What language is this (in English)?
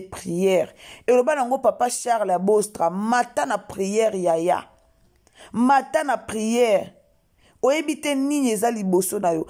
Lingala